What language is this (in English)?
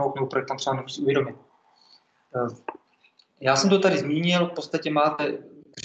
Czech